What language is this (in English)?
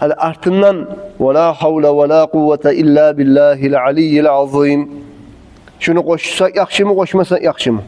Kumyk